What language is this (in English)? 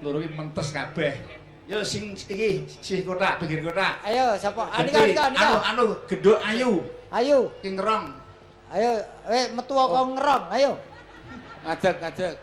Javanese